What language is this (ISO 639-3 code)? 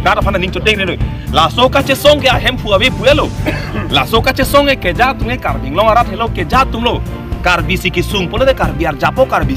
mjw